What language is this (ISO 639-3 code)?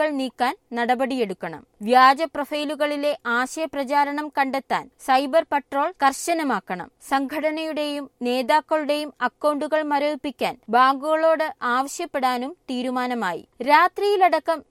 mal